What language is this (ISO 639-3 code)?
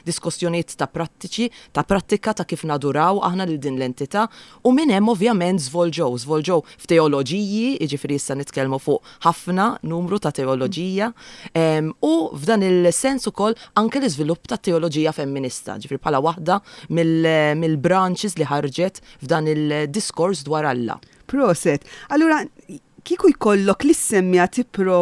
mlt